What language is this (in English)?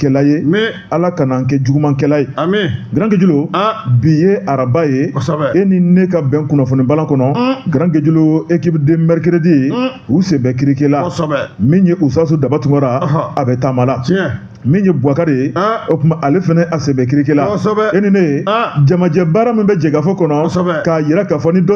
Bambara